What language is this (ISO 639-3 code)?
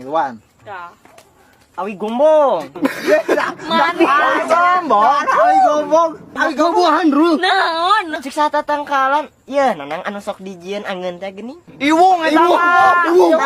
sun